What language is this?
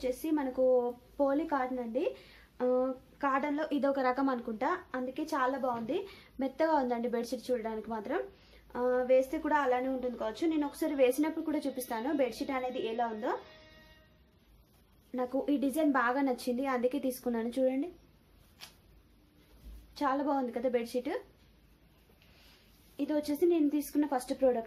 Telugu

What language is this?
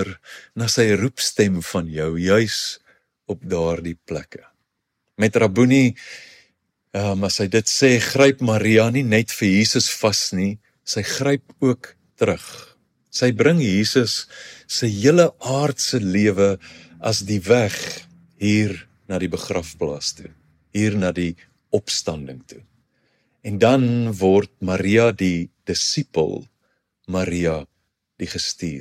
Afrikaans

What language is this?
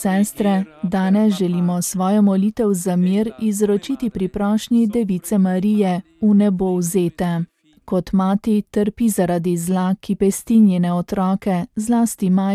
Slovenian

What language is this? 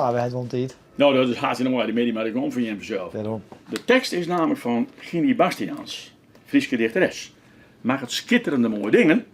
Western Frisian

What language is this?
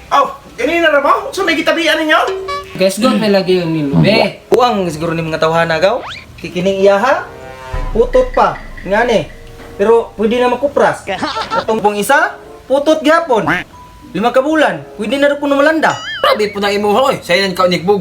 Cebuano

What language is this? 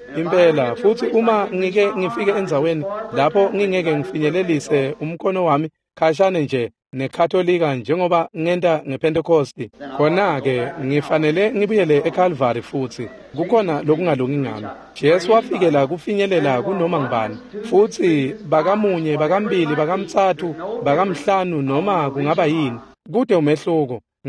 Swati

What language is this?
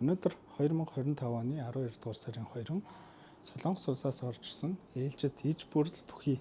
Mongolian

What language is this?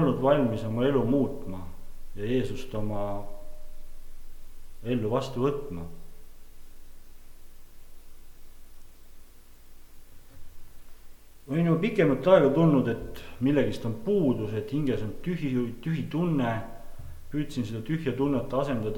Estonian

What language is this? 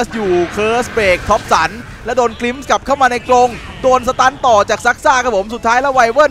Thai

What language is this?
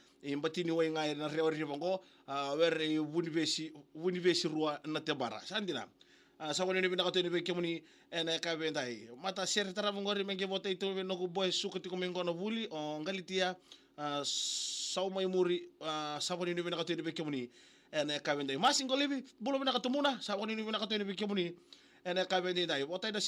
Fijian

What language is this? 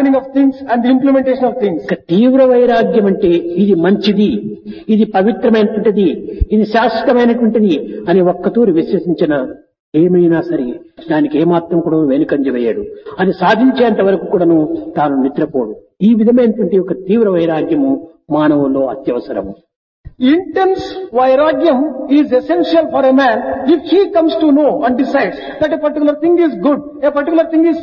Telugu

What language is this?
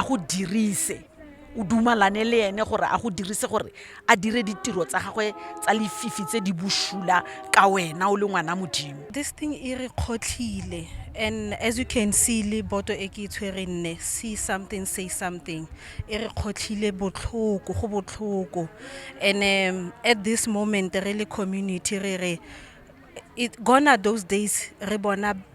Tswana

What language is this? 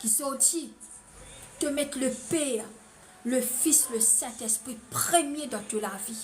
Morisyen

